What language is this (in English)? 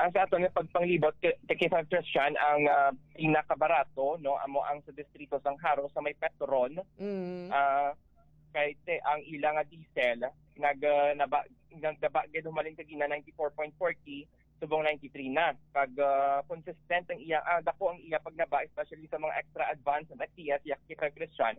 Hiligaynon